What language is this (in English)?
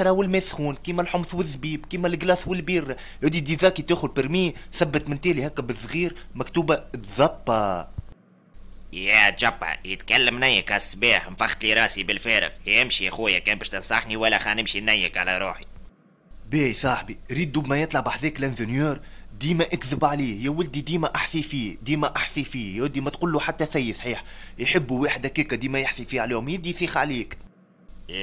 Tunisian Arabic